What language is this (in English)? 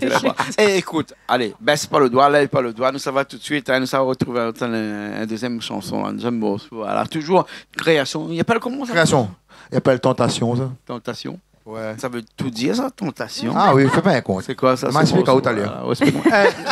Réunion Creole French